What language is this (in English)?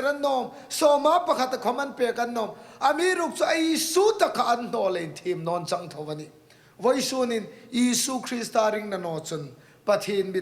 Hmar